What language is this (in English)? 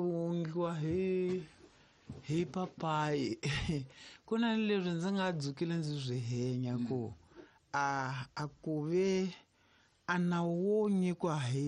Tsonga